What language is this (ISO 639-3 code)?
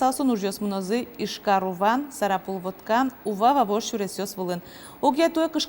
udm